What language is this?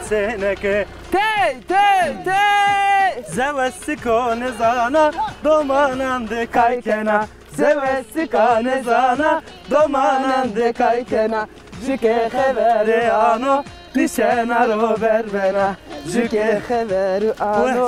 Zaza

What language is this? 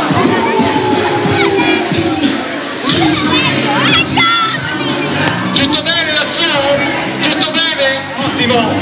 Italian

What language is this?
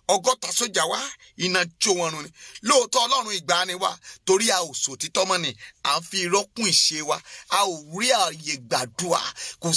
Yoruba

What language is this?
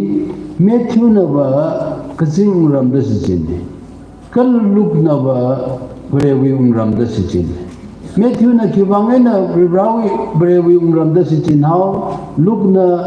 Tangkhul Naga (India)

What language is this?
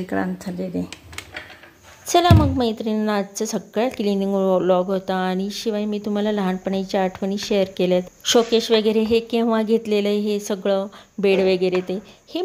Marathi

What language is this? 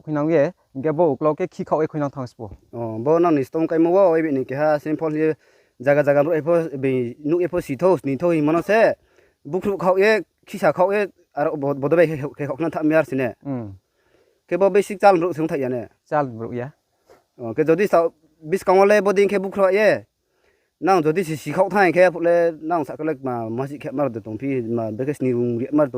Riang (India)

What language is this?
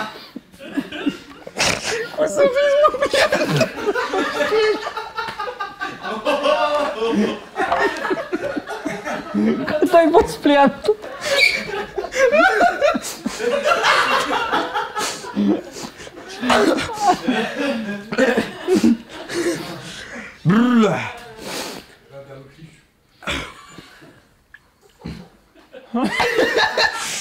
Romanian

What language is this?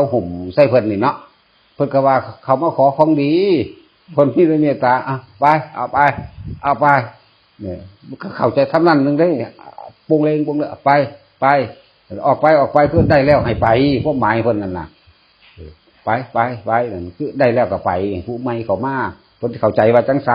Northeastern Thai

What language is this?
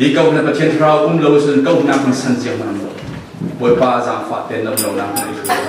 Falam Chin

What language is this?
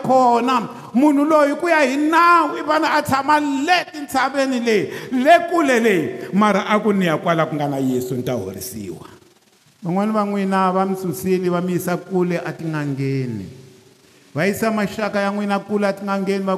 Tsonga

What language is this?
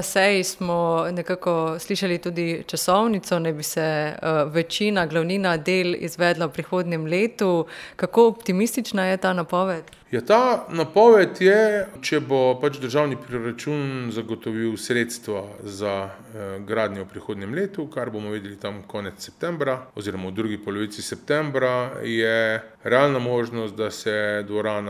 Slovenian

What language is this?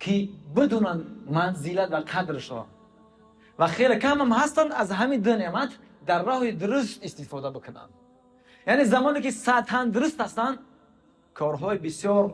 Tajik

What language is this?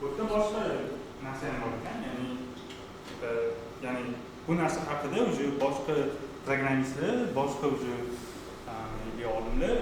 Uzbek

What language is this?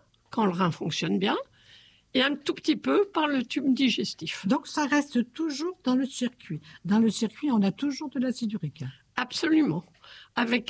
French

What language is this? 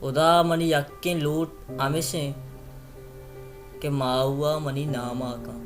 Baluchi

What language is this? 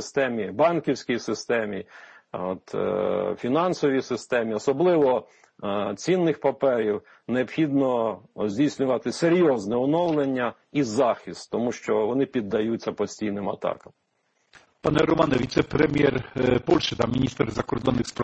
Ukrainian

